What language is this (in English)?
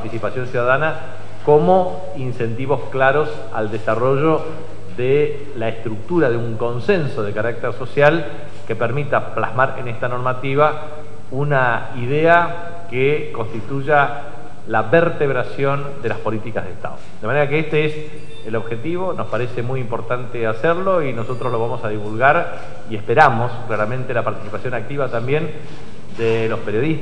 Spanish